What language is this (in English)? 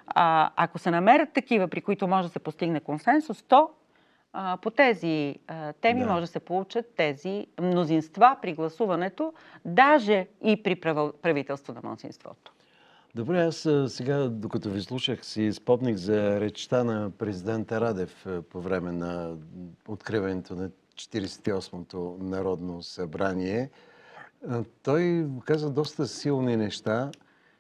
Bulgarian